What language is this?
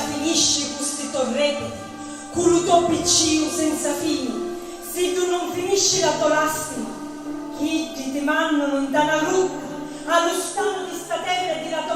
Sicilian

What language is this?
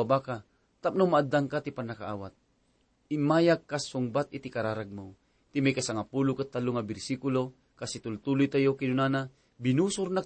Iloko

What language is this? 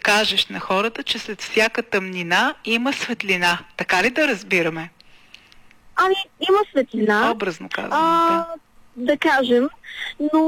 Bulgarian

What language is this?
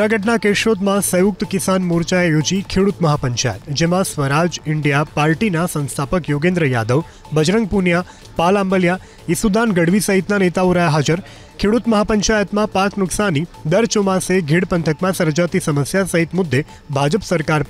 Gujarati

